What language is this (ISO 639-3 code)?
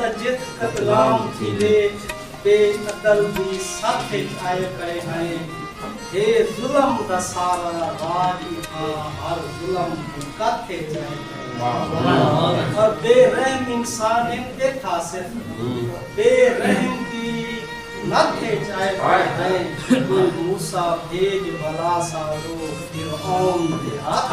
skr